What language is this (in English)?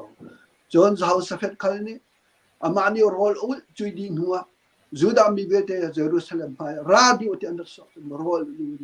Hakha Chin